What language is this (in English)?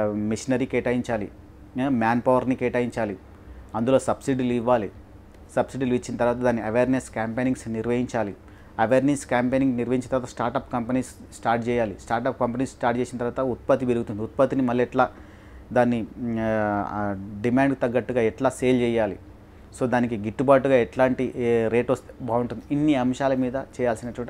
Telugu